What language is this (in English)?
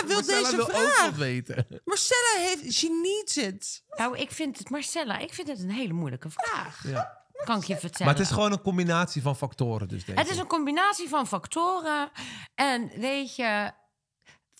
Dutch